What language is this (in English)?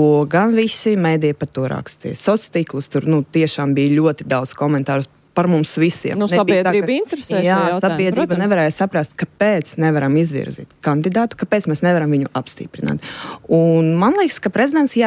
Latvian